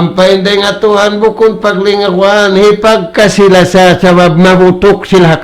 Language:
Tausug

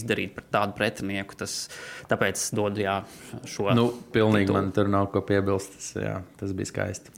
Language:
Latvian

